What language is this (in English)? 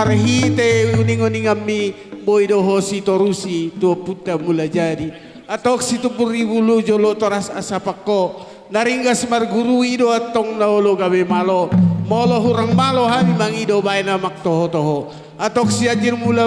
Batak Toba